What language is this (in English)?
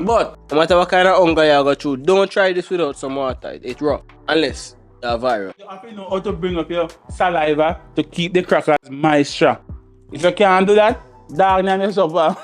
Jamaican Creole English